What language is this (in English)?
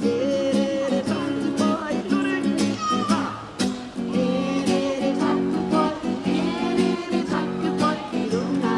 Māori